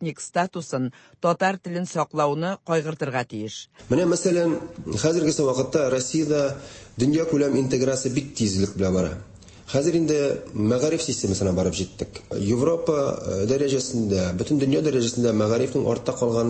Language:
Tatar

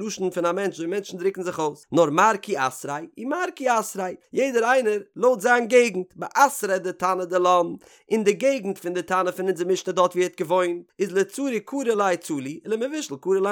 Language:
Yiddish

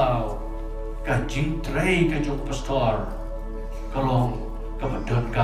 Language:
Khasi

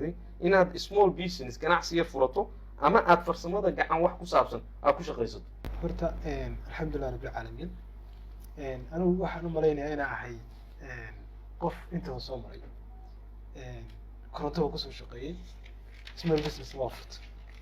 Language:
Somali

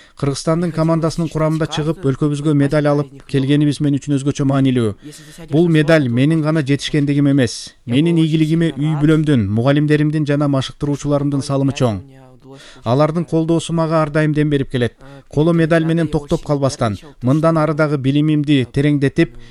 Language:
Kyrgyz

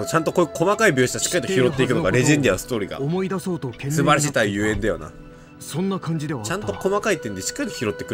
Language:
Japanese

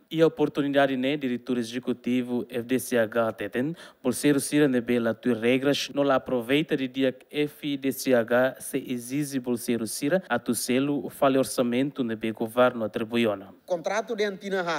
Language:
Tetum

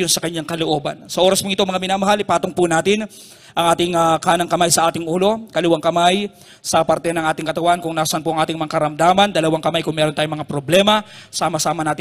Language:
Filipino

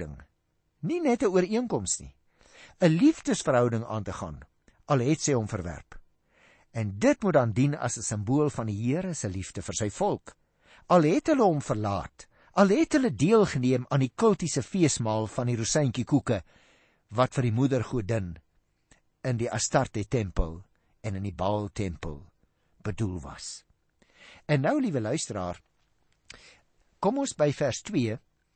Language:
Afrikaans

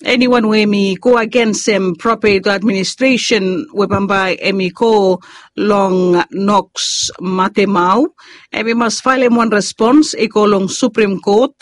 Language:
Bislama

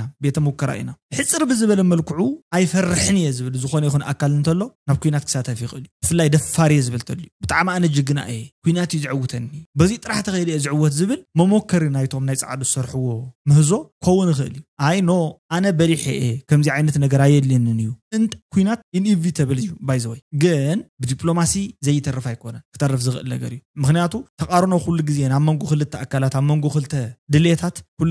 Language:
Tigrinya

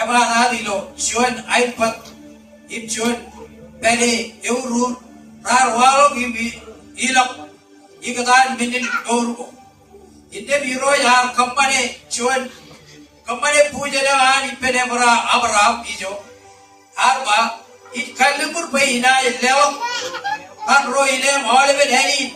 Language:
Marshallese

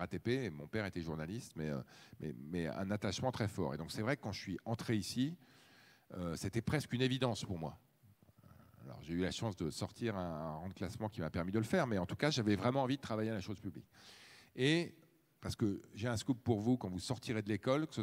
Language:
French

